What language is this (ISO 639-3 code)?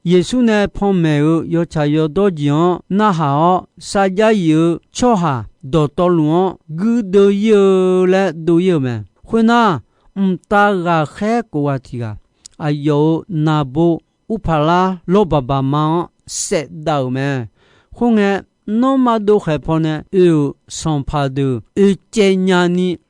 ahk